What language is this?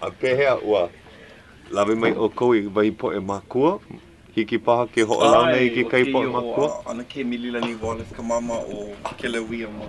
Hawaiian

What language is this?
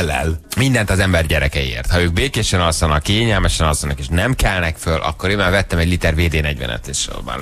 Hungarian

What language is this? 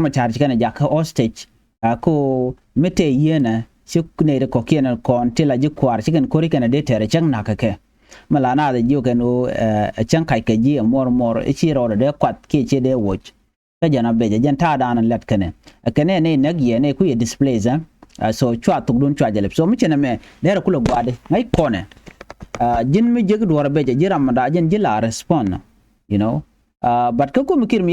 Nuer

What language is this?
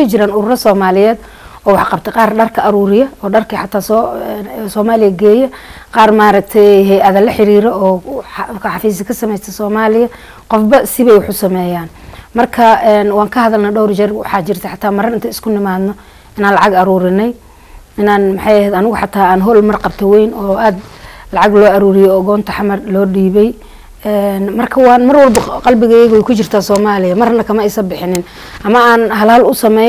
Somali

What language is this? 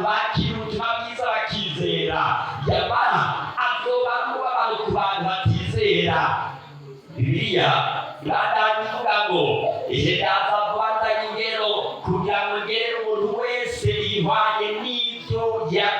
Rundi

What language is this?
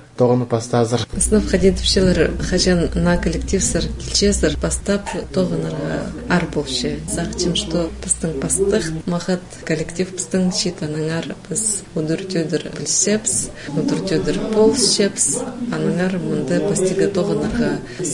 Khakas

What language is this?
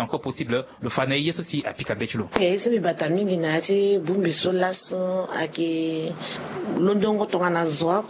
Sango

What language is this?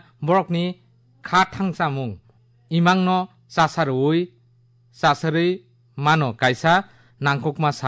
Kok Borok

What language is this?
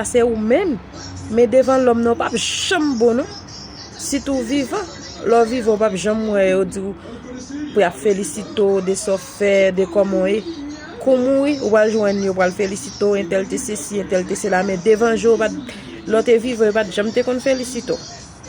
Haitian Creole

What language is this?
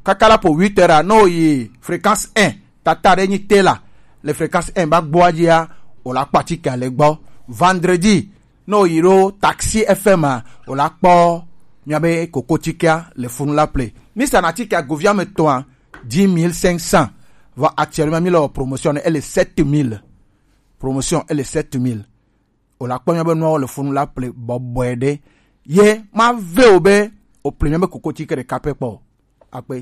Gen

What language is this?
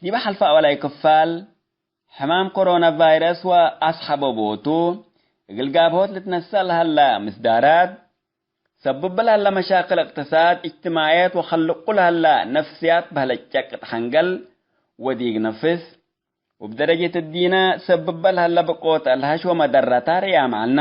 Tigre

